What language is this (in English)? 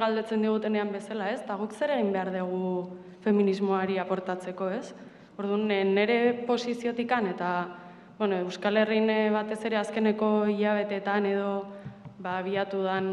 Basque